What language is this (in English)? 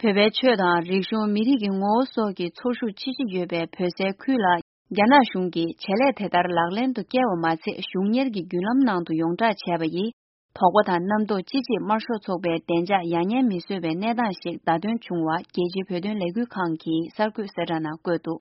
Tibetan